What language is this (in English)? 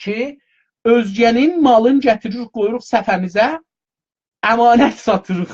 South Azerbaijani